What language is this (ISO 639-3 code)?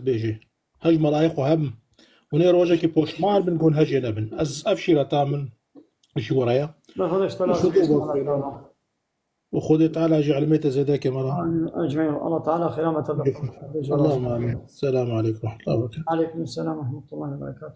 kur